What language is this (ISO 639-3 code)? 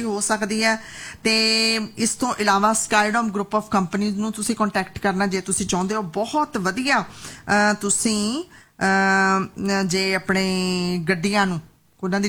pan